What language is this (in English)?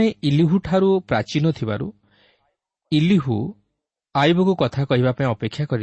Odia